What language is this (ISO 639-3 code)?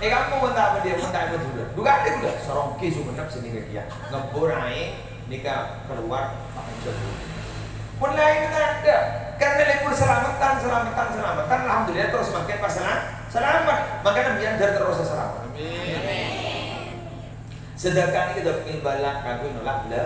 mad